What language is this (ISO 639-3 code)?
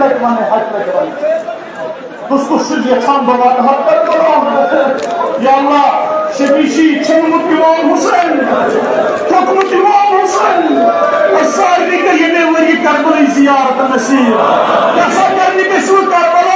kas